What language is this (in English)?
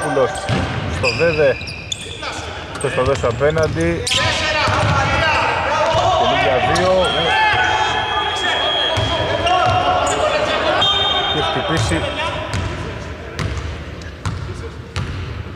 Greek